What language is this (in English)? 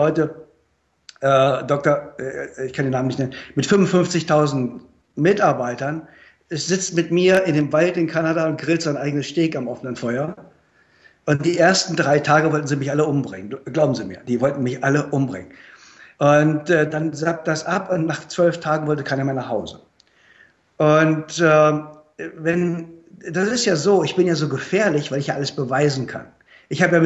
German